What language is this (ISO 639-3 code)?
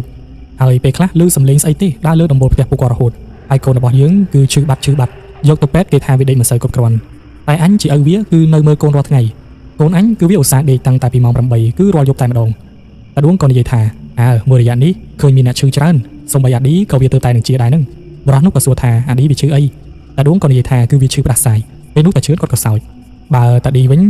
khm